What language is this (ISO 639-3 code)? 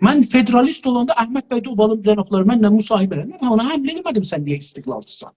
azb